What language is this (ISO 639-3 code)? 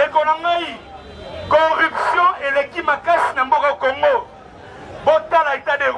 lin